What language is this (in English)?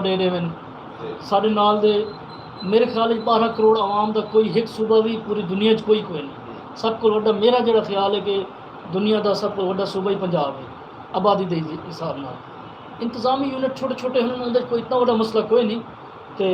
Saraiki